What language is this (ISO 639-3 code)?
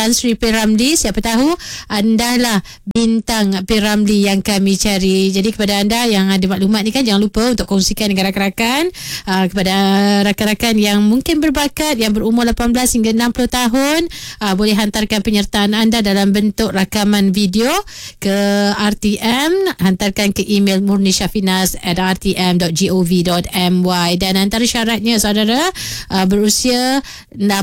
msa